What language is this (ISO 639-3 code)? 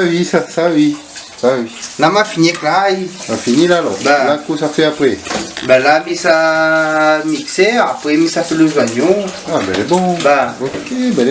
rcf